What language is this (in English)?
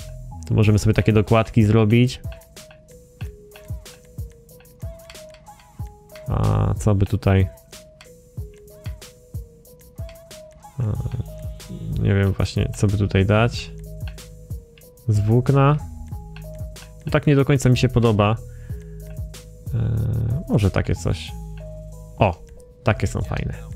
Polish